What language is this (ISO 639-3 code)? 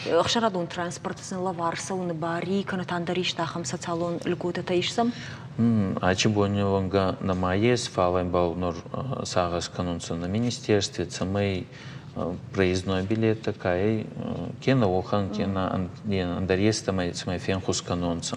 oss